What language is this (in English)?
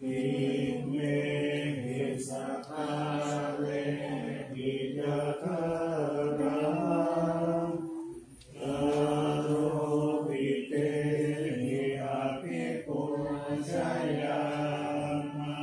Pali